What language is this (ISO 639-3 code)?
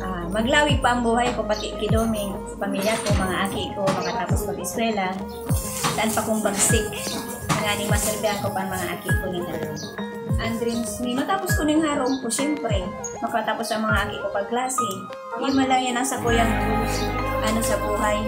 bik